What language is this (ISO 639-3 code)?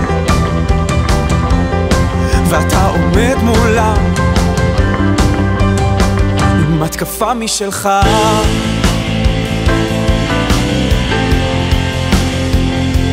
heb